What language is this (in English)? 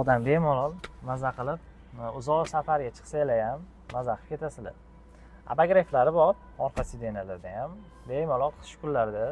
Uzbek